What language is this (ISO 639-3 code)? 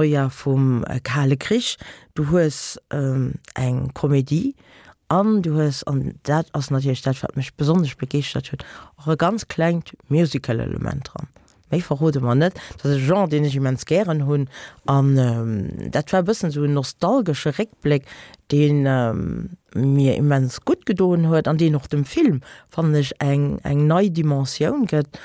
ltz